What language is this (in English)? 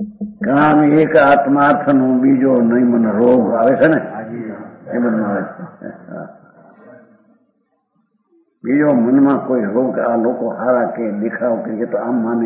Gujarati